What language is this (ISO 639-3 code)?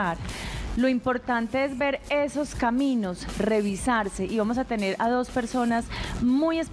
spa